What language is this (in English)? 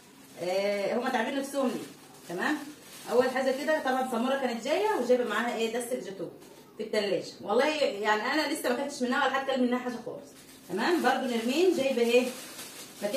Egyptian Arabic